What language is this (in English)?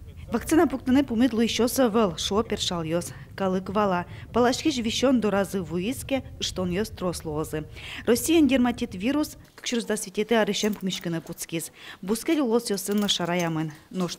Udmurt